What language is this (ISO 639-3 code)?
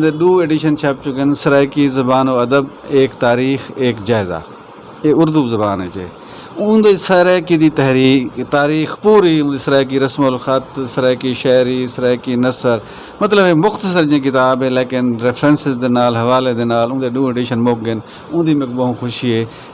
skr